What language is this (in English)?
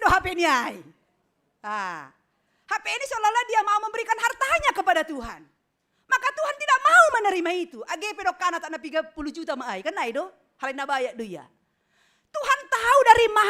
Batak Simalungun